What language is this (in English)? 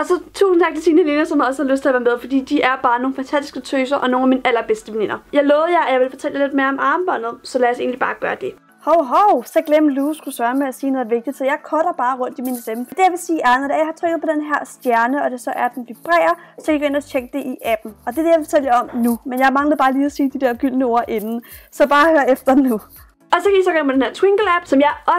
Danish